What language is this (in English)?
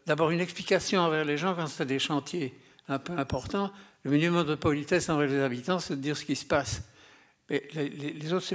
French